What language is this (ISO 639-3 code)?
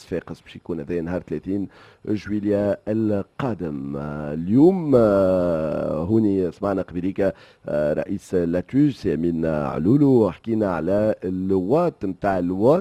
aeb